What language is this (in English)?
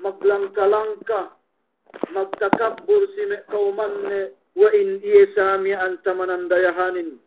Yakan